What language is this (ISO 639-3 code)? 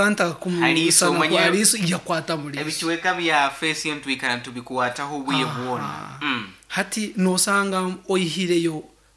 nyn